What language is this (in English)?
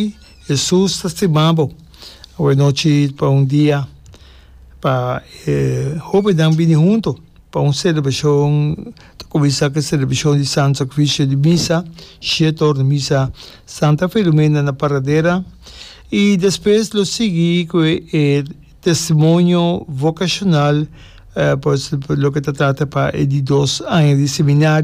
Papiamento